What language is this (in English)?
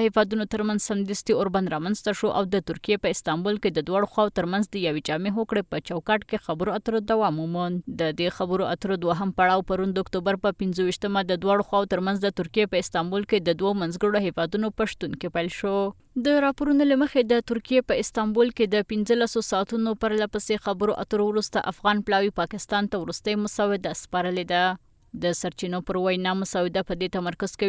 Pashto